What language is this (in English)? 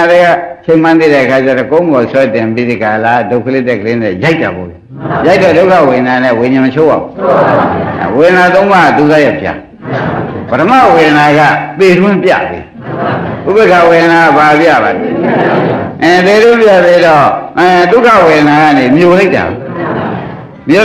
Burmese